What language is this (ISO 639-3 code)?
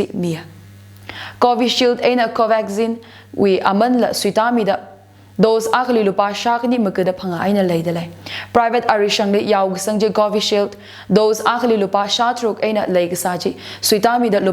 nmf